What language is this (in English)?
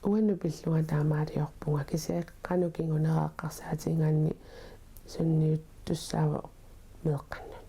Kalaallisut